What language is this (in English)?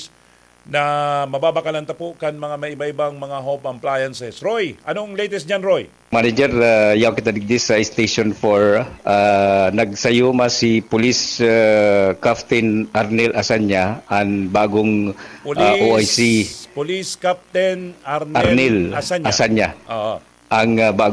Bikol